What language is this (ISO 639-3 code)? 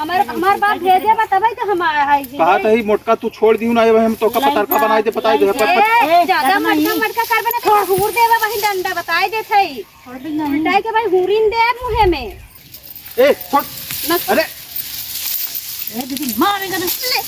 awa